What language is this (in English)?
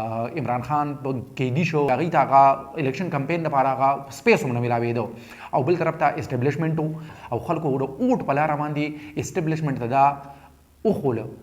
Pashto